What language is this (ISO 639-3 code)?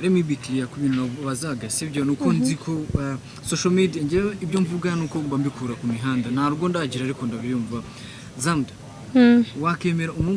kin